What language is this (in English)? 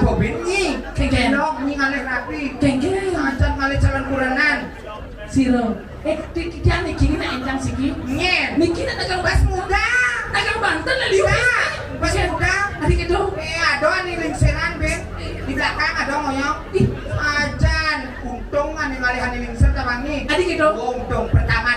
Balinese